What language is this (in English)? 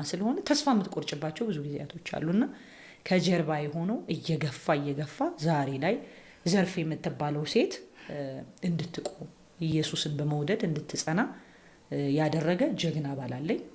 Amharic